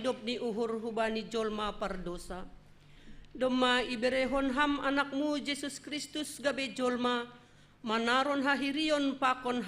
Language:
Batak Simalungun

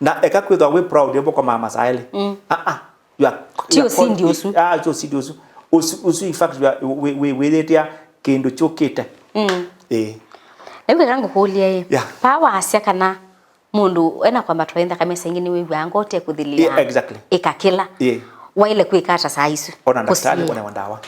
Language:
Kamba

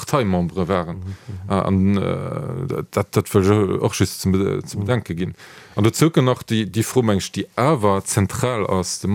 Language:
Luxembourgish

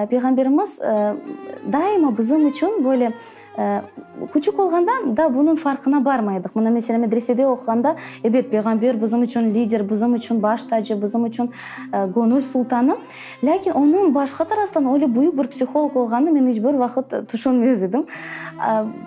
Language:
Crimean Tatar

